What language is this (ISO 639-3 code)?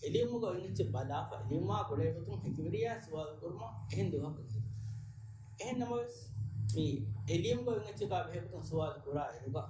div